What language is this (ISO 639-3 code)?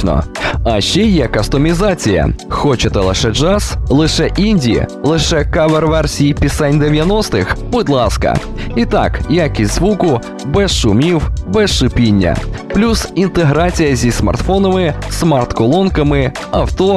ukr